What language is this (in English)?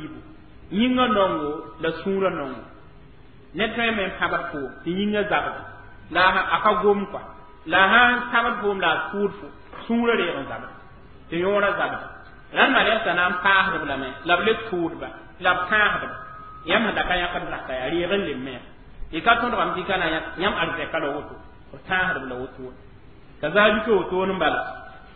Mossi